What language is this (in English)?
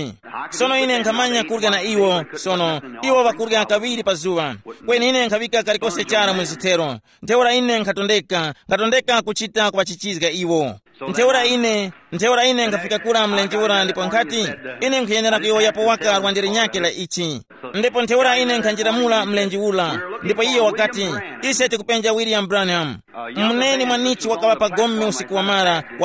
Tumbuka